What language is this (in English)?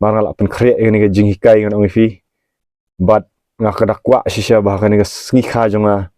Khasi